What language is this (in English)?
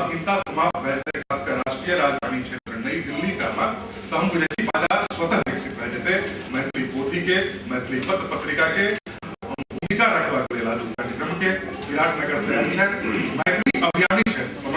Maithili